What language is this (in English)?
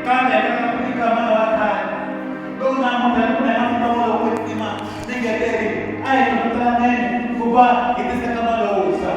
Tsonga